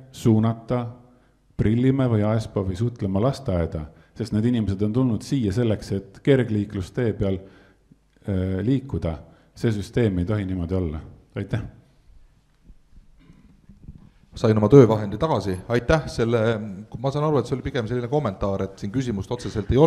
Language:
Estonian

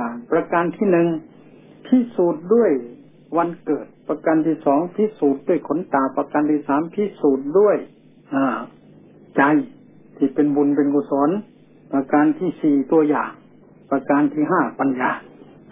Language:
Thai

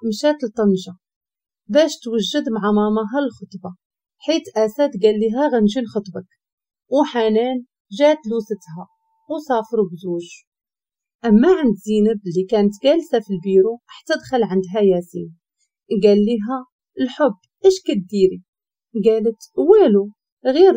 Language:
Moroccan Arabic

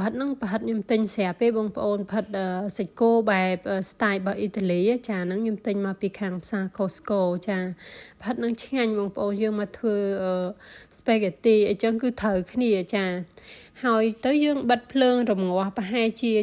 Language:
Khmer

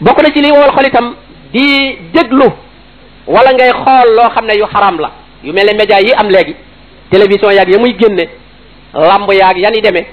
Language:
Wolof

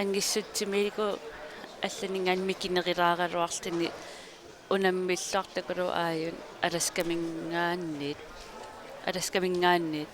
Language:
Kalaallisut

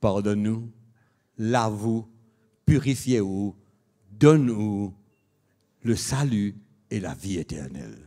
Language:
Morisyen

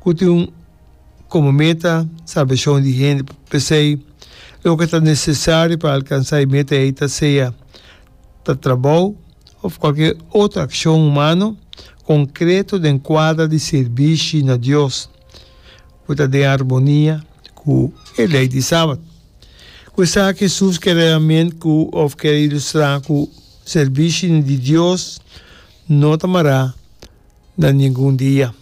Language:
Papiamento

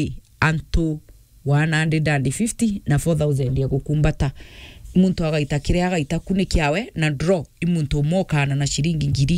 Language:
Meru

